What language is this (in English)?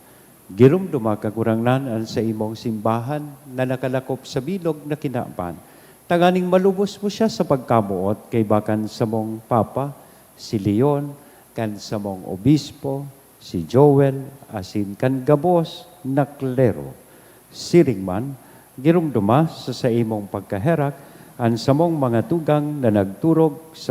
Bikol